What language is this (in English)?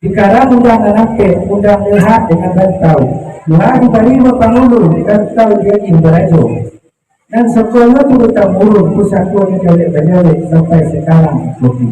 Minangkabau